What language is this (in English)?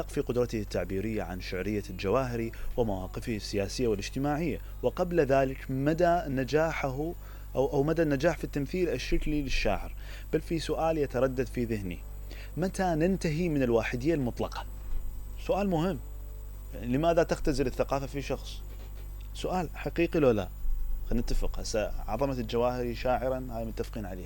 Mesopotamian Arabic